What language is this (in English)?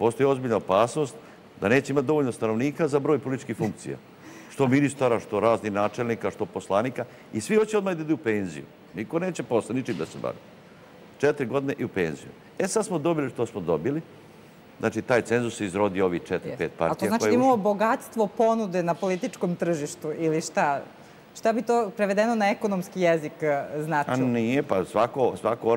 Serbian